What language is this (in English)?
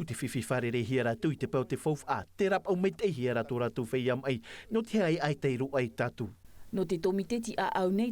Tahitian